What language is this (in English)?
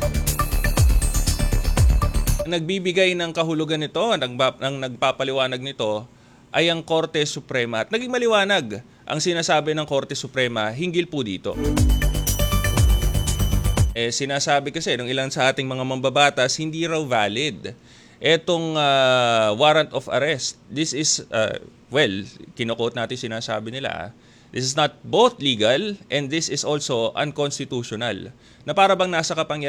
Filipino